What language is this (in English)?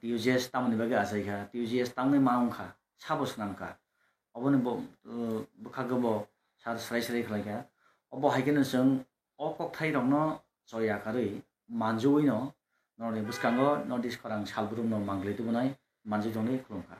Kok Borok